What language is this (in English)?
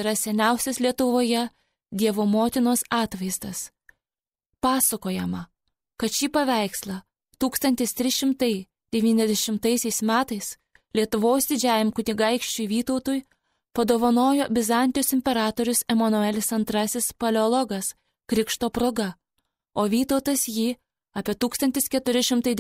Lithuanian